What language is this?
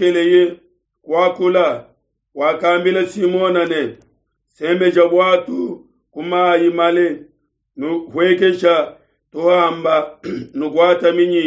Luba-Lulua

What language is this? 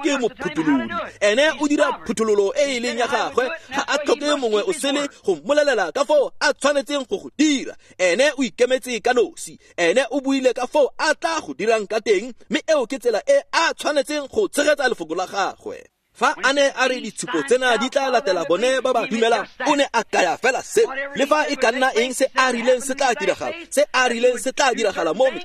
Tswana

